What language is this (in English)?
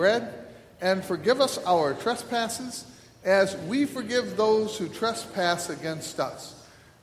English